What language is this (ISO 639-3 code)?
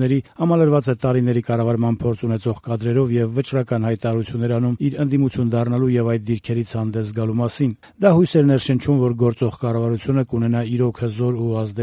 hye